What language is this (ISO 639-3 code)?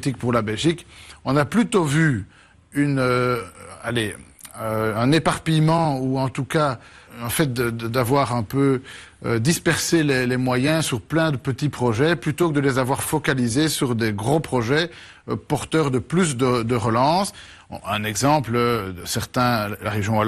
fra